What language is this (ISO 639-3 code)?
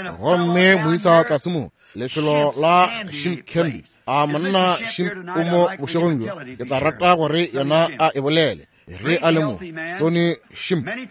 nso